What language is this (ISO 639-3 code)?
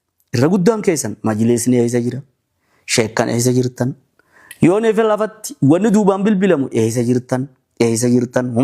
orm